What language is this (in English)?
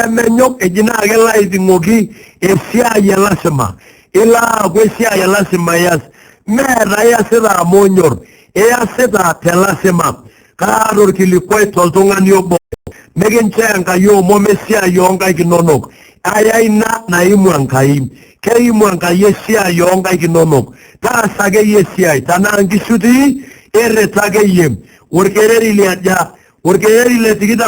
Masai